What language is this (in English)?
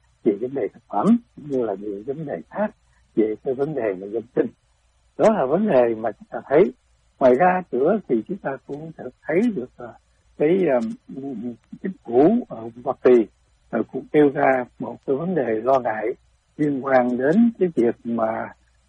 Vietnamese